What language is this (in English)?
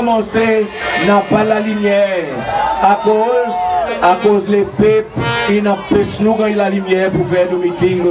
Seselwa Creole French